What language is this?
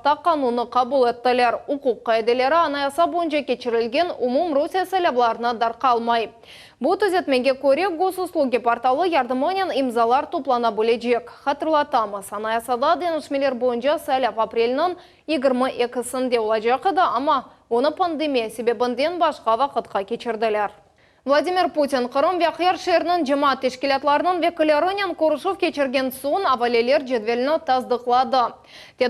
Crimean Tatar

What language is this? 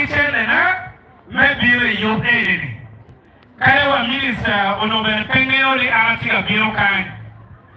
Acoli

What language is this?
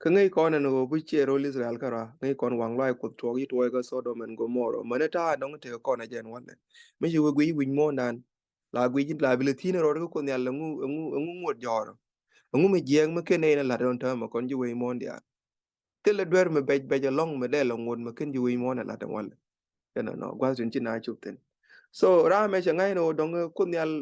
Nuer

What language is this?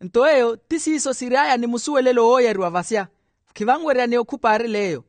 Makhuwa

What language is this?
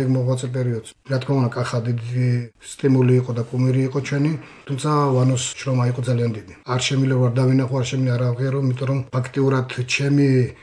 Georgian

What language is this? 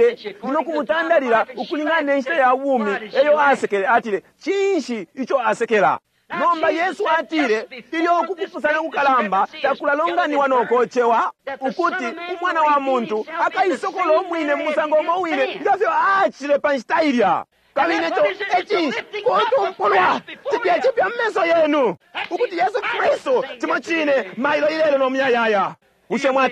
Bemba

